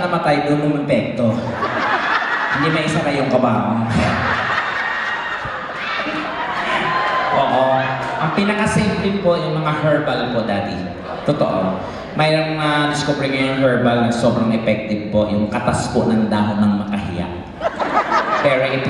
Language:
Filipino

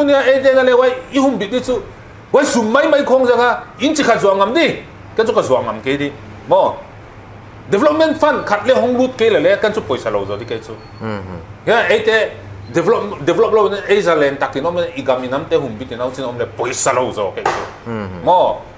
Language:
Paite Chin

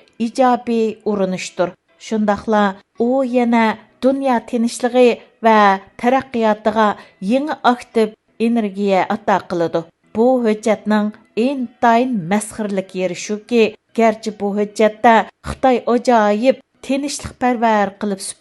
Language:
Uyghur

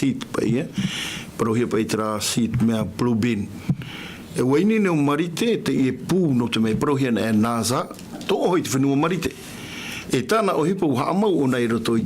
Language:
Tahitian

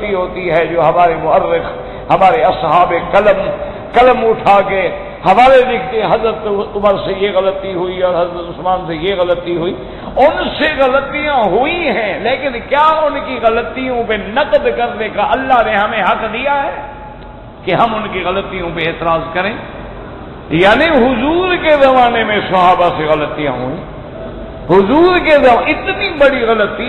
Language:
Urdu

